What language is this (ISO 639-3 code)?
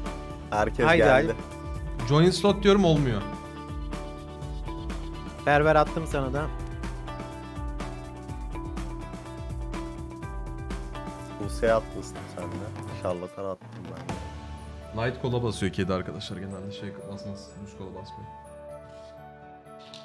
tur